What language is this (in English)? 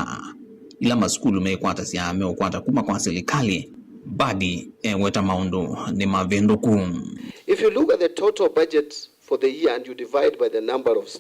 Kamba